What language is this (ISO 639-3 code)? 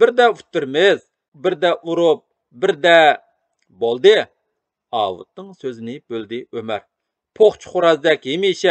uig